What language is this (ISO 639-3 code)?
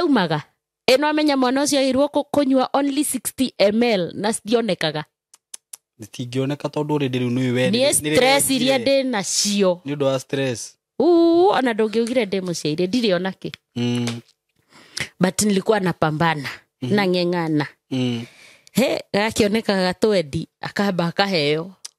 kik